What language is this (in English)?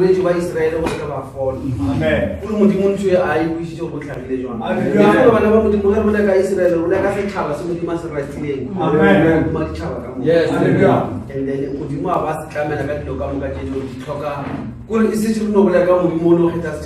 Northern Sotho